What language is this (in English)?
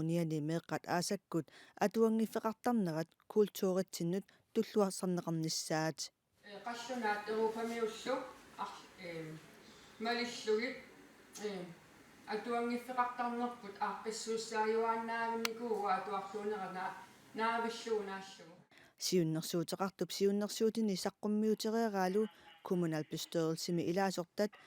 Kalaallisut